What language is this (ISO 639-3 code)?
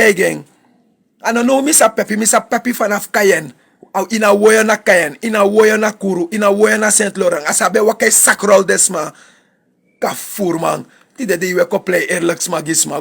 srn